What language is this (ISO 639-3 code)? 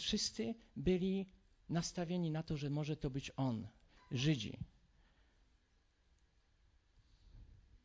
pol